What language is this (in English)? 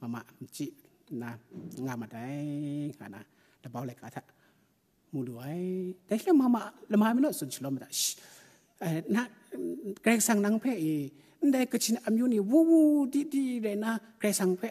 Kachin